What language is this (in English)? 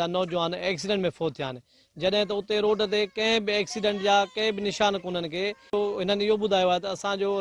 Sindhi